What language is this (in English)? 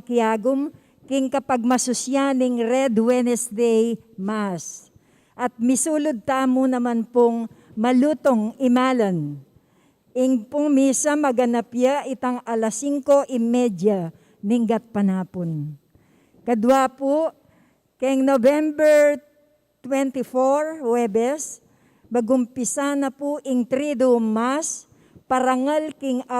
Pampanga